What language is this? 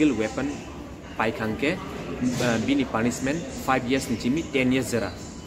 Kok Borok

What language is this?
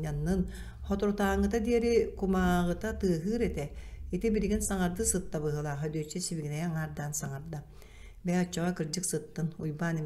Yakut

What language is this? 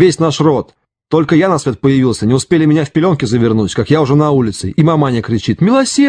Russian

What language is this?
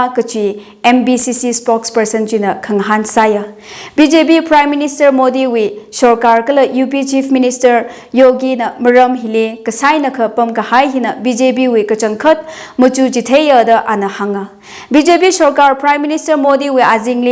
Tangkhul Naga (India)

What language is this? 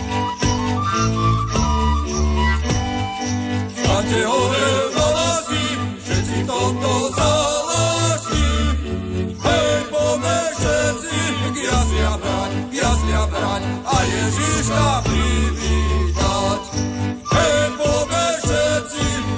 Slovak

